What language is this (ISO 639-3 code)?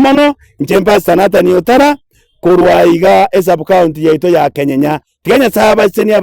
guz